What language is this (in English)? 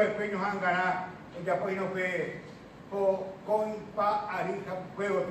Guarani